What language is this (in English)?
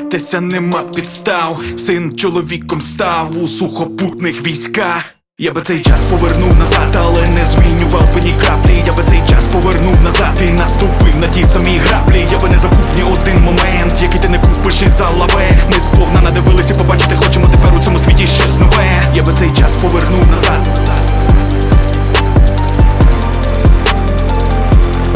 Ukrainian